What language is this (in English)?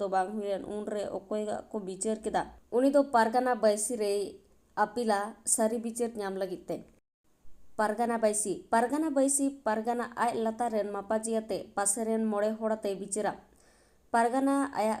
Santali